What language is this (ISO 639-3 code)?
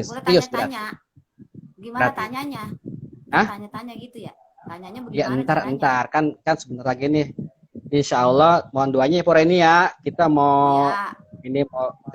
bew